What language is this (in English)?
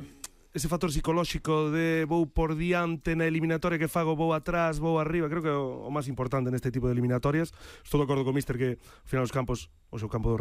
Galician